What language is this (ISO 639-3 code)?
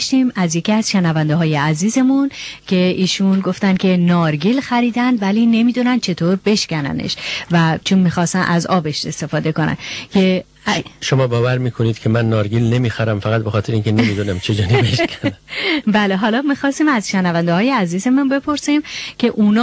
fas